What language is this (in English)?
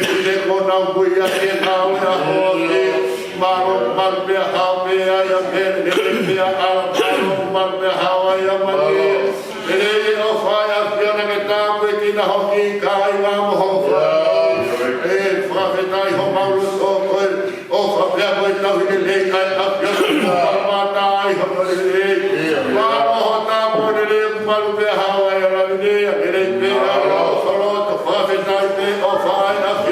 Tongan